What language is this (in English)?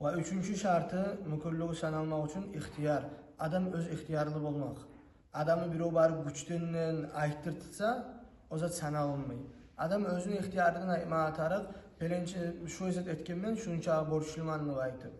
Kumyk